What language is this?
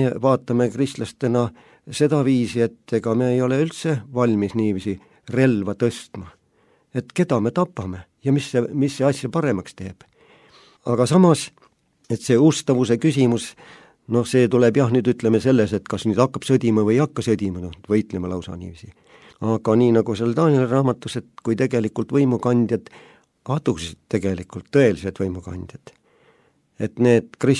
Estonian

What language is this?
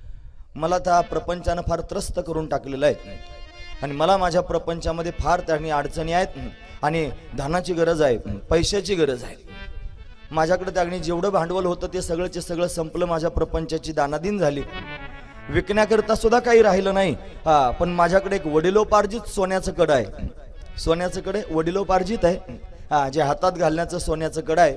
Marathi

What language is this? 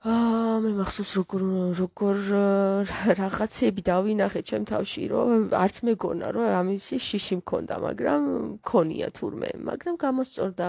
Georgian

